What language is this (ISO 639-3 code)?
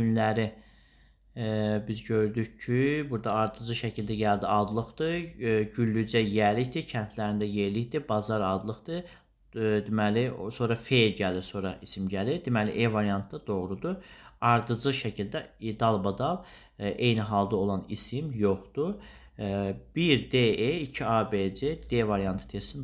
aze